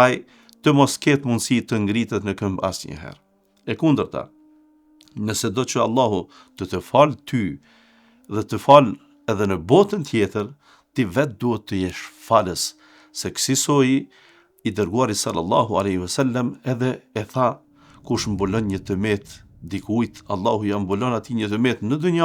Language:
Albanian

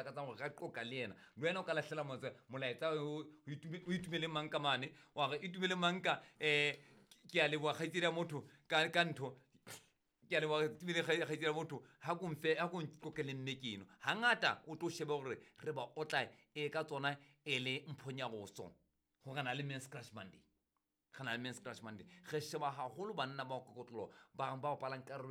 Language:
Southern Sotho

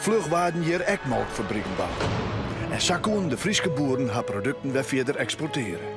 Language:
Western Frisian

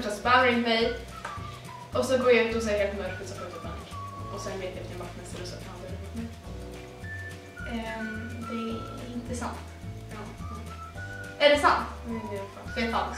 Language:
Swedish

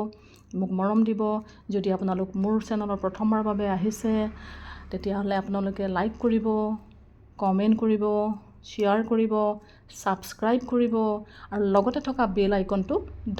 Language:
Assamese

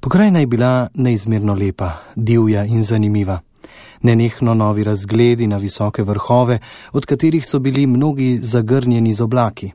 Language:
Slovenian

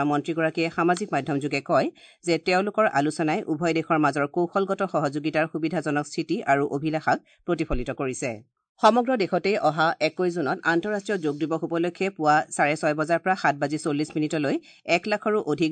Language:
Assamese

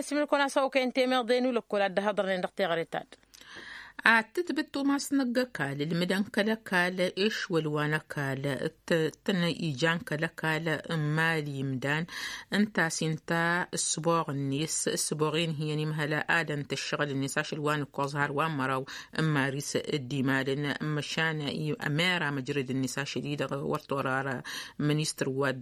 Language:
Tamasheq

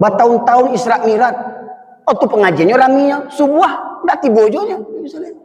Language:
Minangkabau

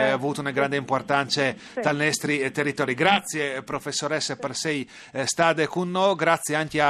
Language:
Friulian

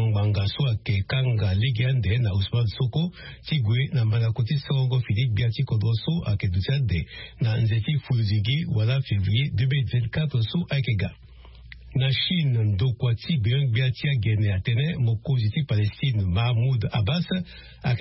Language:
Sango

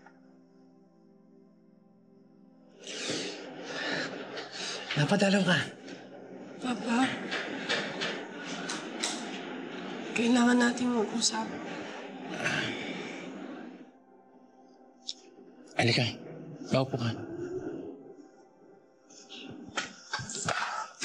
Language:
Filipino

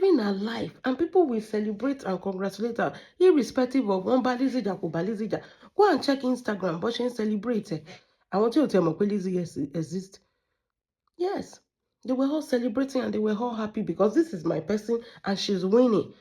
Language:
Yoruba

